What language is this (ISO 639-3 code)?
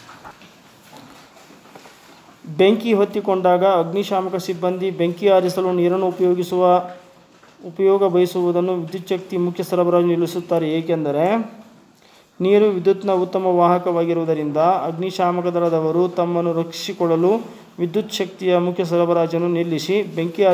kan